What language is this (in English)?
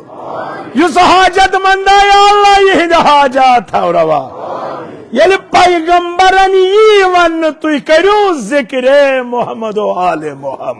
Kashmiri